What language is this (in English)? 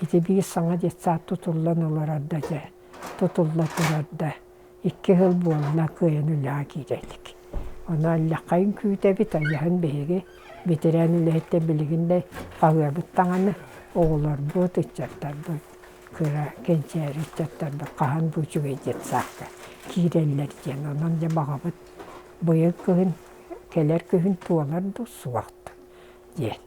Yakut